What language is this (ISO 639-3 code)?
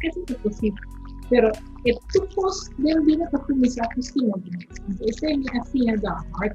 pap